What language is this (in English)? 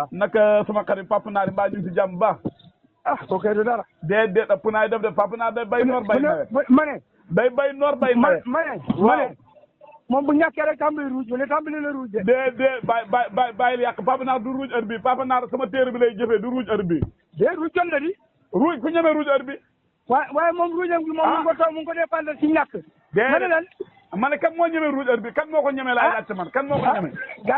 Wolof